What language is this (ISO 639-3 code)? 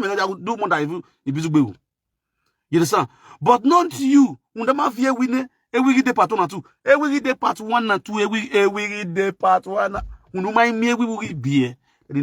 pcm